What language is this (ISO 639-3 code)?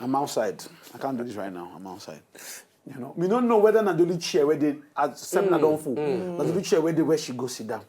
pcm